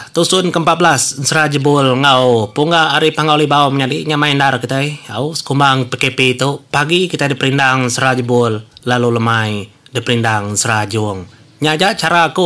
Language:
Iban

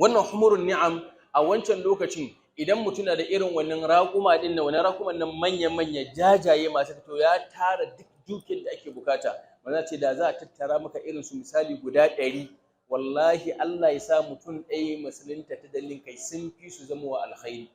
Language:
Hausa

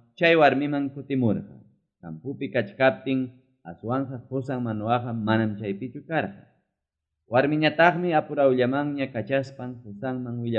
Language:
Ayacucho Quechua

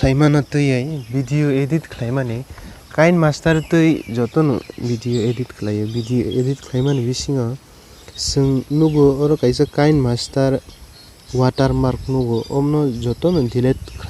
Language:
Kok Borok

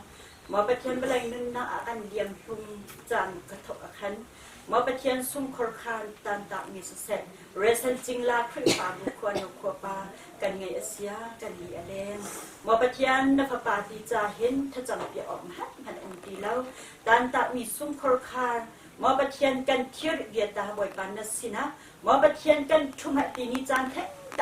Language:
Hakha Chin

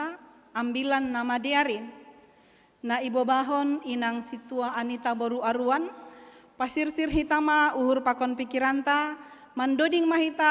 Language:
Batak Simalungun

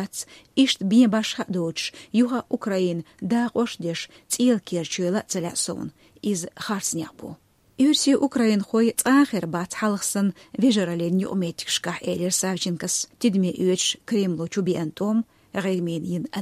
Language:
Chechen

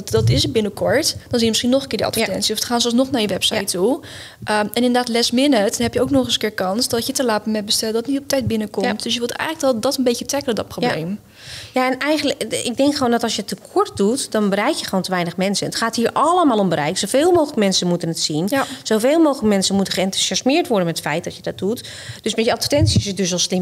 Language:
Dutch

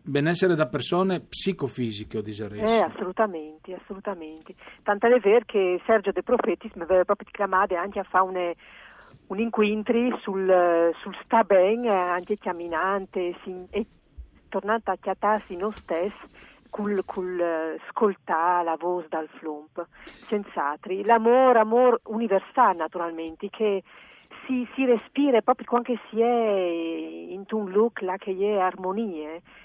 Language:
Friulian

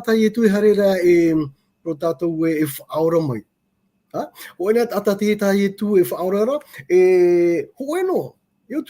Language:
Tahitian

